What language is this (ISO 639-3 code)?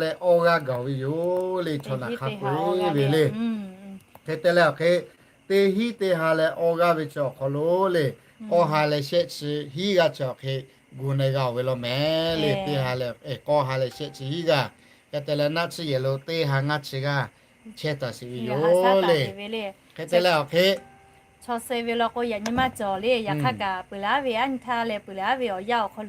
lhu